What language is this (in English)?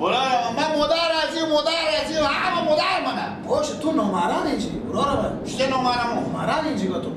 Persian